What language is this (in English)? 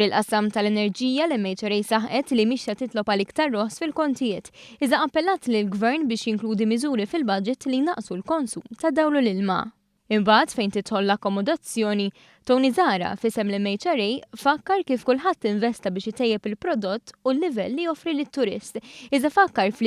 Maltese